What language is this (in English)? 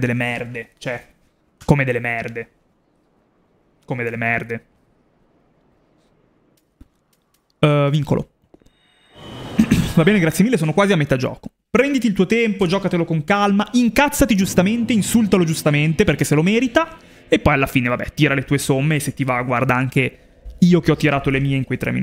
Italian